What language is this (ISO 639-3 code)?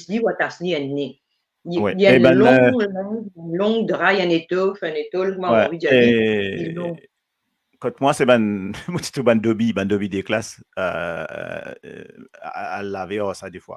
mfe